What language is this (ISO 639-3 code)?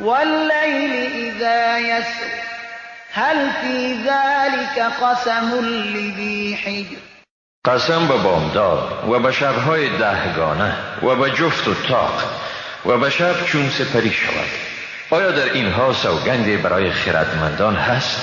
fas